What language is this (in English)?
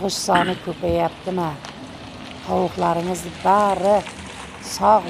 Uzbek